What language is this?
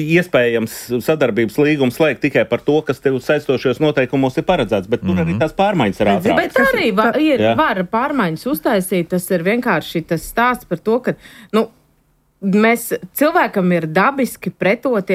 Latvian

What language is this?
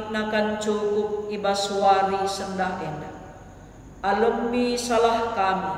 Batak Karo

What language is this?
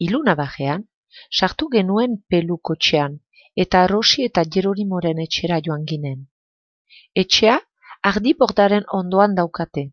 Basque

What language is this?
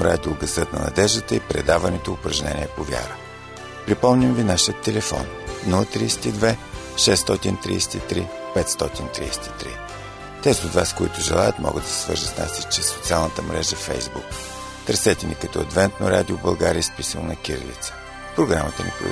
Bulgarian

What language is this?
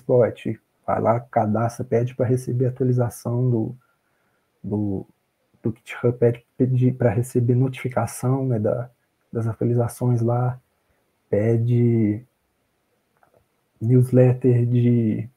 Portuguese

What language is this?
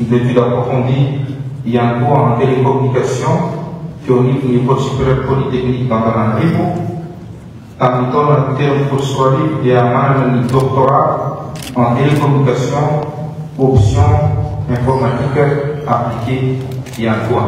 Malagasy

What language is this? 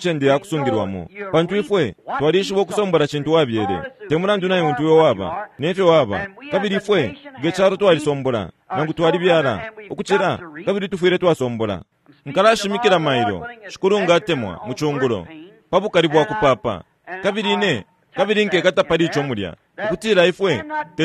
Bemba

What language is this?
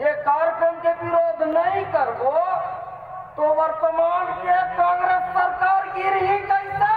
Chhattisgarhi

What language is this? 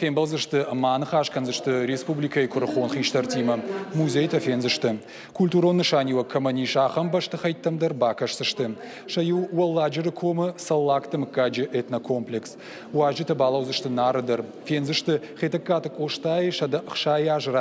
Ossetic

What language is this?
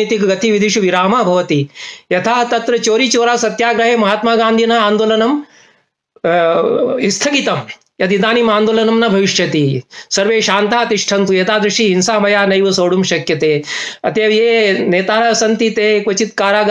Sanskrit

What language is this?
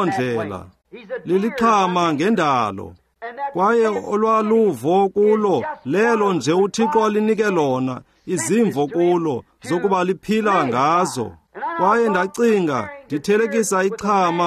Xhosa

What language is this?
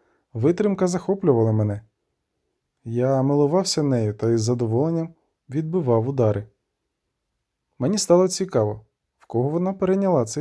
Ukrainian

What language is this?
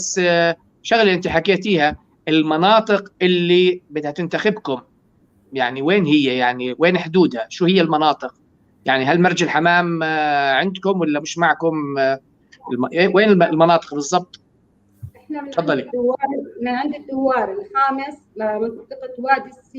North Levantine Arabic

